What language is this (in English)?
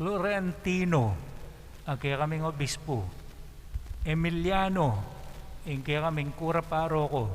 Pampanga